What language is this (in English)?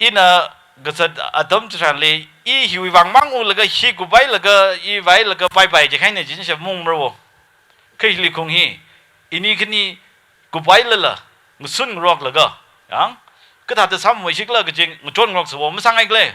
Tangkhul Naga (India)